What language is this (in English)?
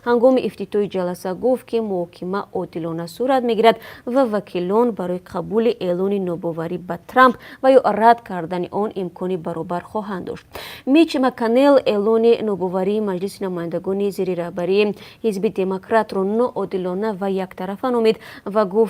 Tajik